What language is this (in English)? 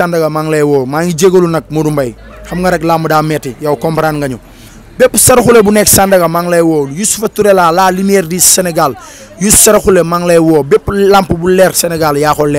Wolof